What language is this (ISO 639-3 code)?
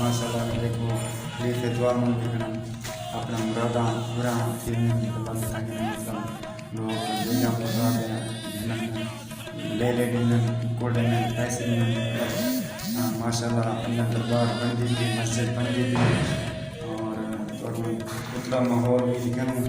skr